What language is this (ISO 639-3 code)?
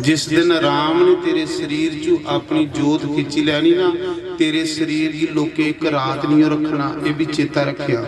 doi